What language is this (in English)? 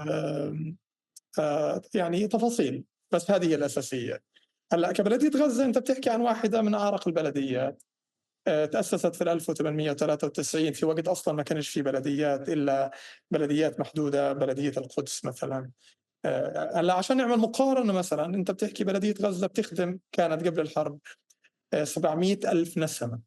North Levantine Arabic